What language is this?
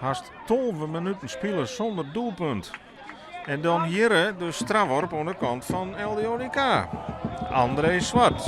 Western Frisian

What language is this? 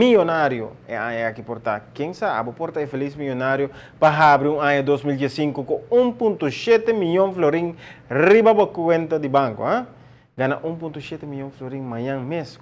Papiamento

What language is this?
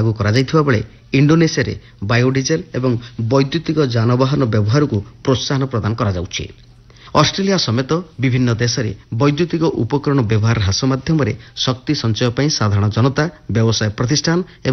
Odia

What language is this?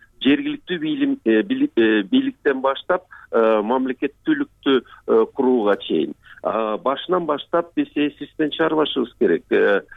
Kyrgyz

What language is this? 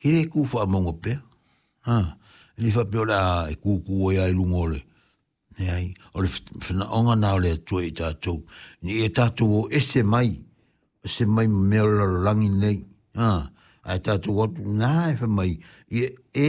Samoan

